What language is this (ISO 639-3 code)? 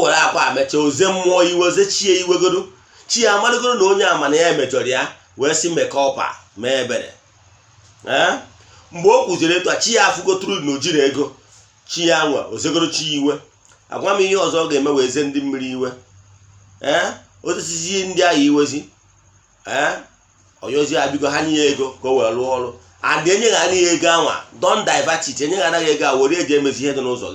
ibo